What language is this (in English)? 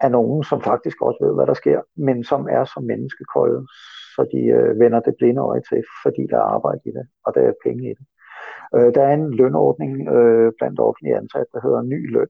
Danish